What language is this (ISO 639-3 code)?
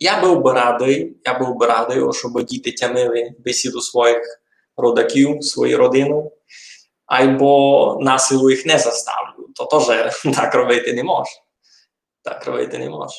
rue